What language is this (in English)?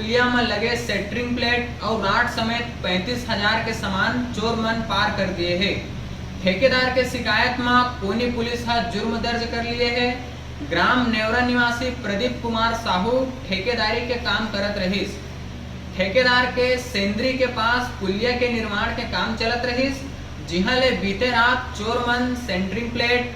Chhattisgarhi